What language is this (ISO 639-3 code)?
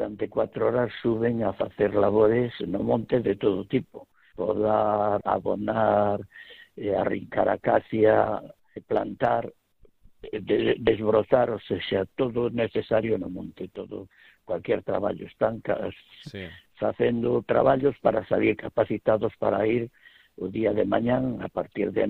glg